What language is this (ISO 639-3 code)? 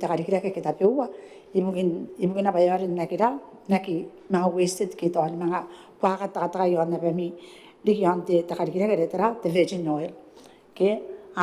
gil